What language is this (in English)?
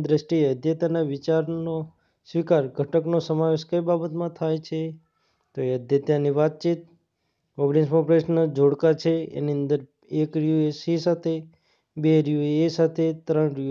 Gujarati